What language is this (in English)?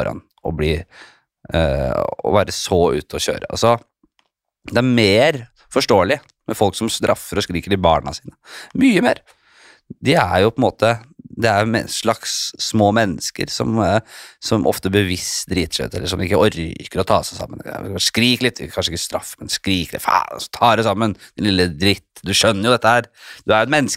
Norwegian